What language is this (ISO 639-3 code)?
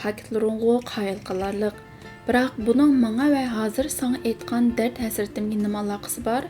uig